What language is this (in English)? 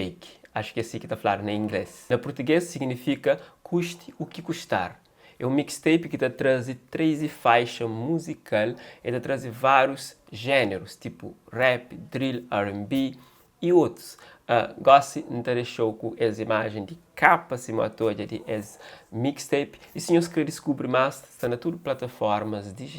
Kabuverdianu